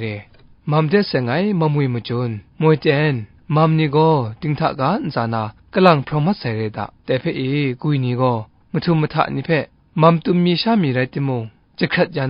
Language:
Kachin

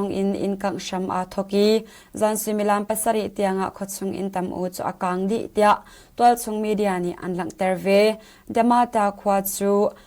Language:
Hakha Chin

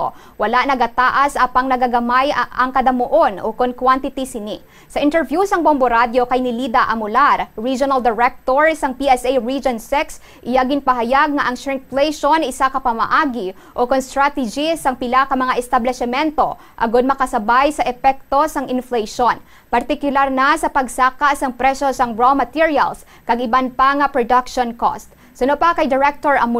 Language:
Hiligaynon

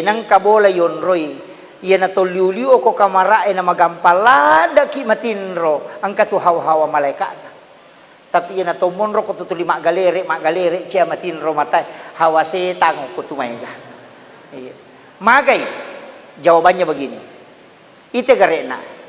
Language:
Buginese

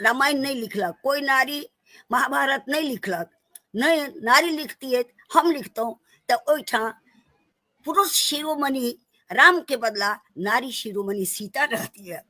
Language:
Maithili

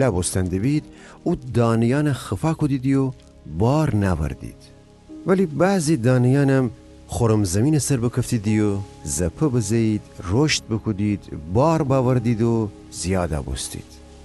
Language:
Gilaki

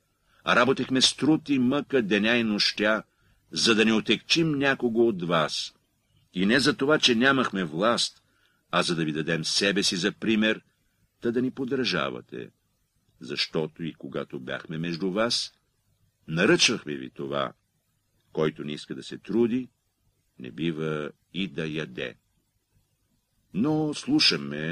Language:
Bulgarian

